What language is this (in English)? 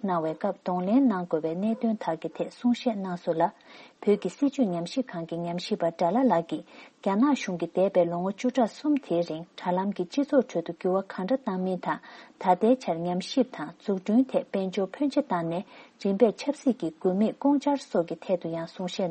Tibetan